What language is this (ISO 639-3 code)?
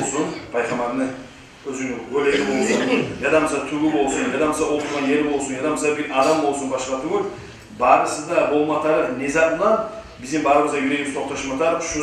kum